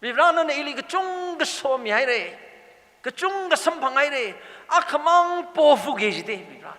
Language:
Tangkhul Naga (India)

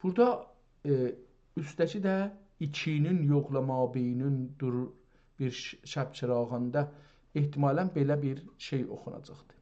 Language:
South Azerbaijani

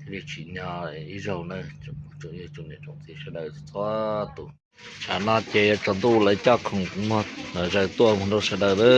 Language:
Hmong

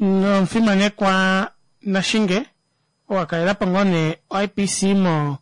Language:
Kuanyama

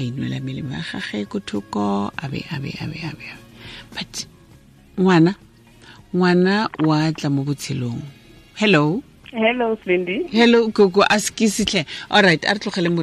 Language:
Tswana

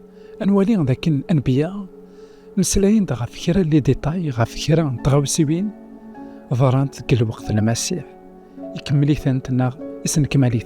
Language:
Kabyle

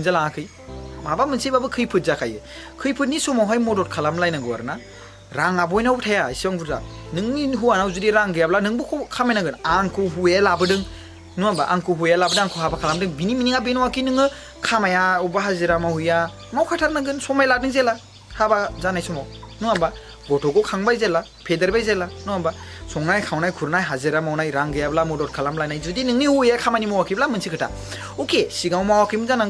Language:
Bodo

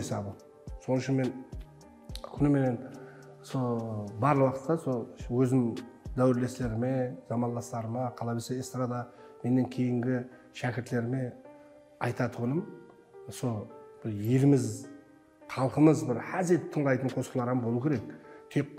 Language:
Kara-Kalpak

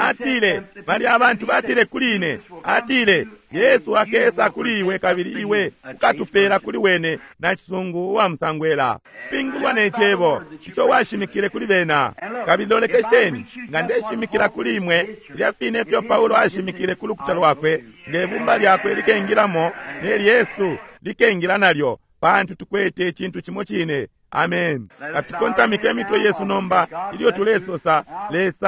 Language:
Bemba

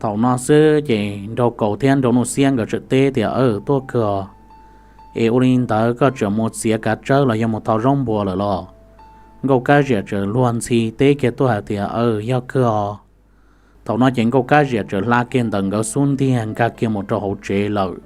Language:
Hmong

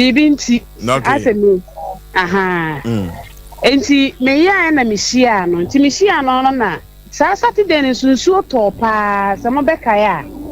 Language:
Akan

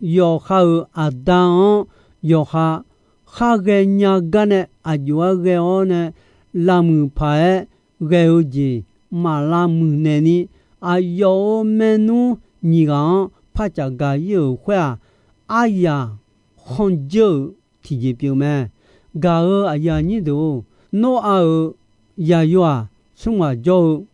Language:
Akha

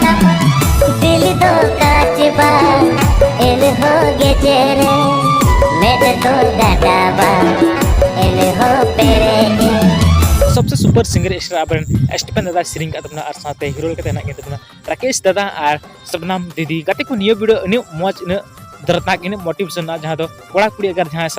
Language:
Santali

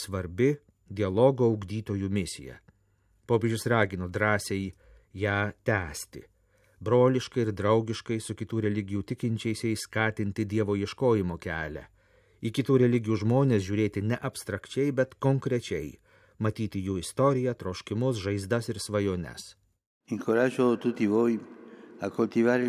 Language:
Lithuanian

